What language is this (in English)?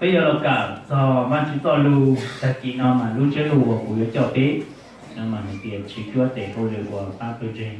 Hmong